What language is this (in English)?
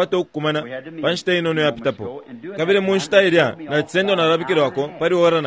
Bemba